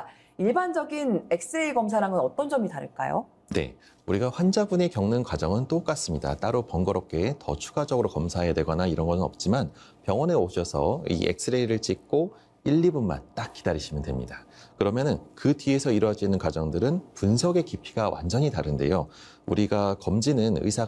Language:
Korean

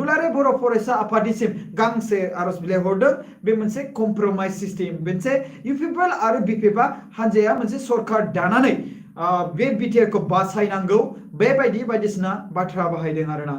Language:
Bodo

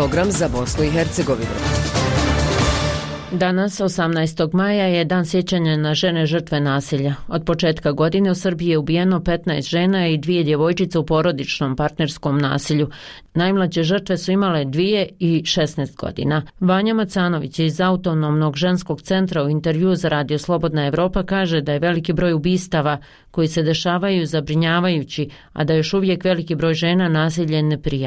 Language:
Bosnian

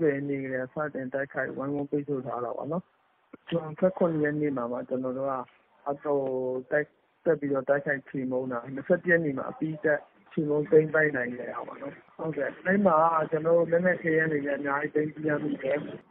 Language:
Burmese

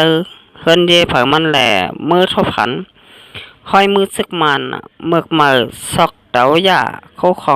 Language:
Shan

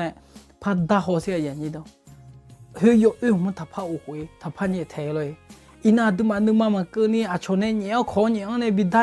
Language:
Akha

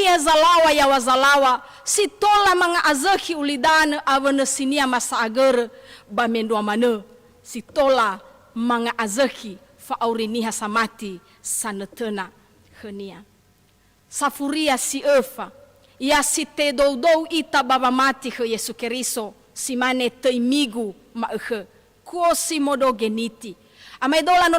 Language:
Nias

